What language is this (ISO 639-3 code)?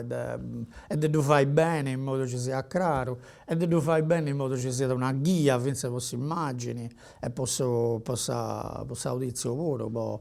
srd